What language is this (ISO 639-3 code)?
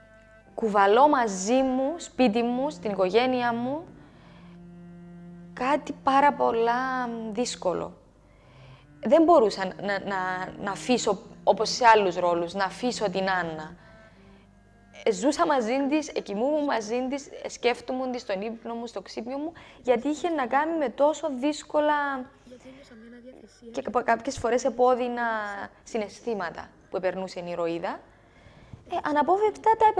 ell